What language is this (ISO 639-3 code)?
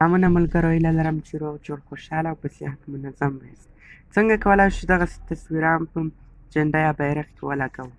pus